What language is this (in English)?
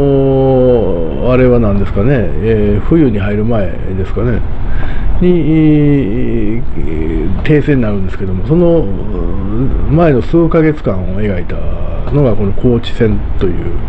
Japanese